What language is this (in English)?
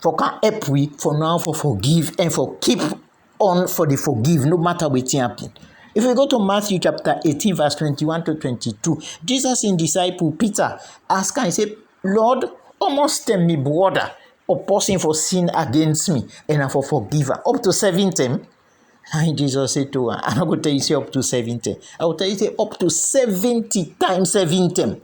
Krio